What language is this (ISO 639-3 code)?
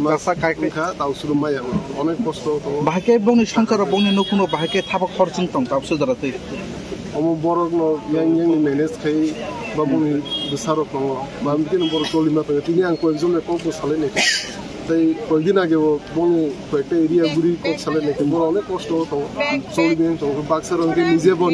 trp